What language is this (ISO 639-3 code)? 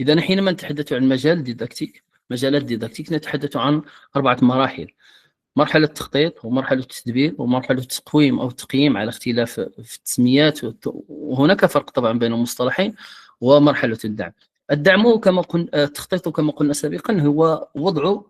ary